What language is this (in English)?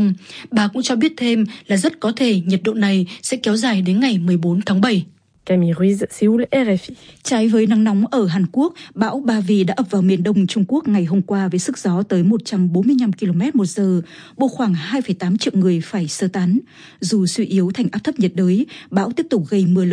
Vietnamese